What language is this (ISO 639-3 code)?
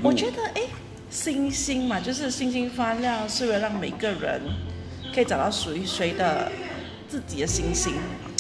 zho